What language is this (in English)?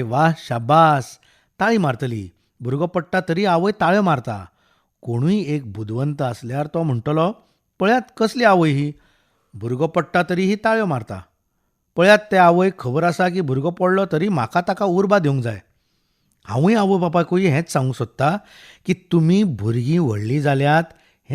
Konkani